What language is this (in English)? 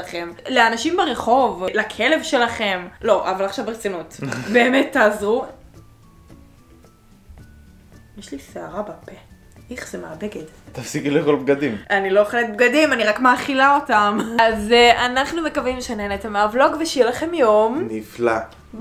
Hebrew